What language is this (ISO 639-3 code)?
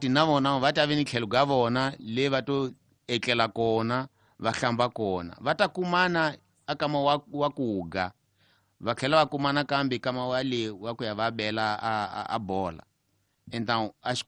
tso